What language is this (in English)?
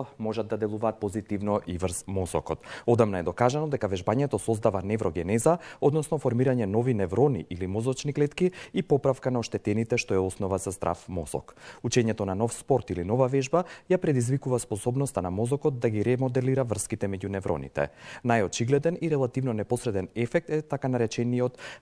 Macedonian